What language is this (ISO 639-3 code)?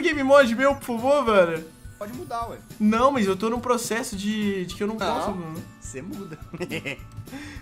por